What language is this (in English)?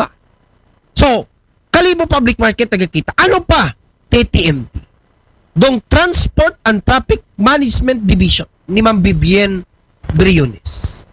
Aklanon